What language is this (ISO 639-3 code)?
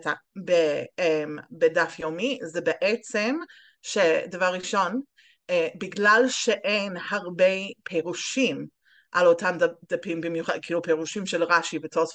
heb